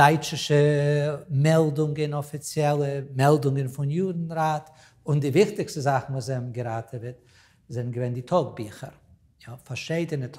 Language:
Yiddish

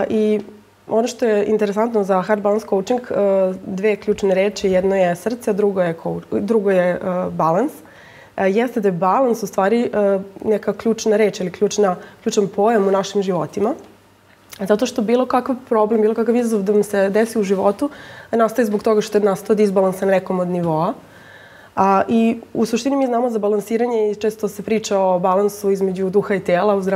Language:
Serbian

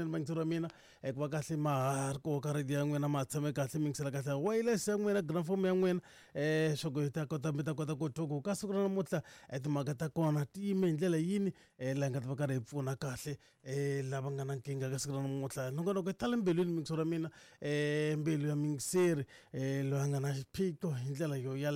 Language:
Tsonga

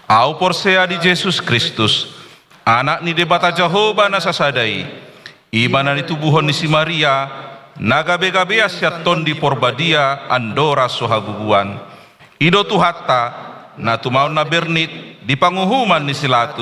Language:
Batak Toba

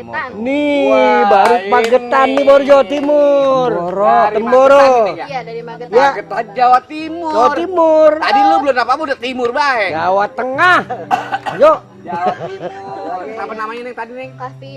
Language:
Betawi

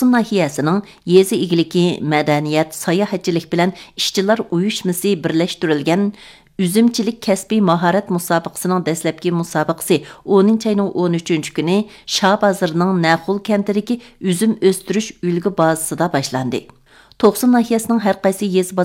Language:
Uyghur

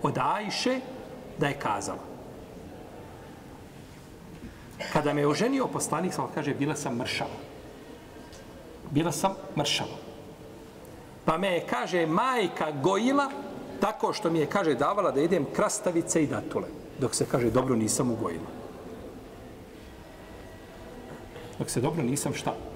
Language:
Bosnian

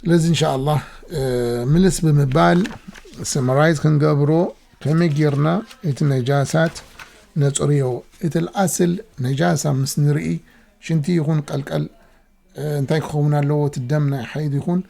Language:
Tigrinya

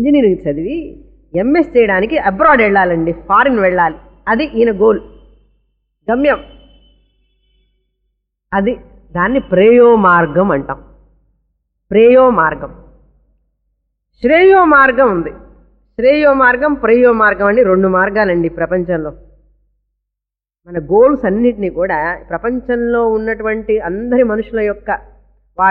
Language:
Telugu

